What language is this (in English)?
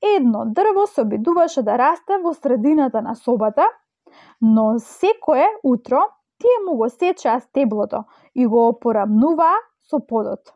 Macedonian